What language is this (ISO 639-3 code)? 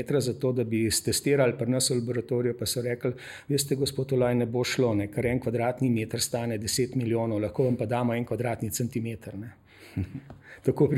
slv